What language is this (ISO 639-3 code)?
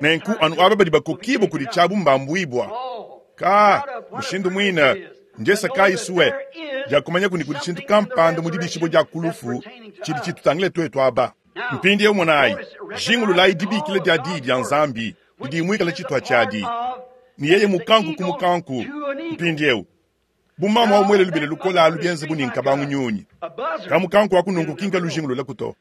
lua